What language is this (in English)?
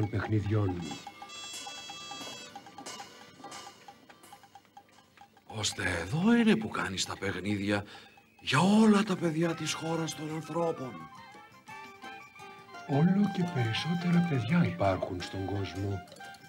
Greek